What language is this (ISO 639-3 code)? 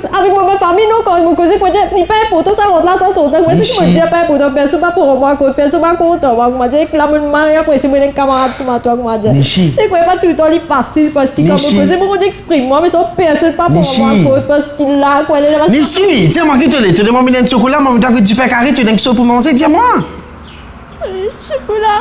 mfe